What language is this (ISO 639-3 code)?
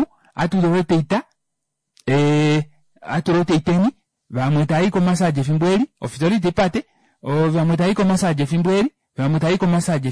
kua